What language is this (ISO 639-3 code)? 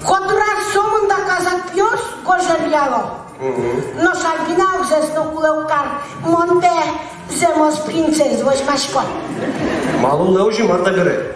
udm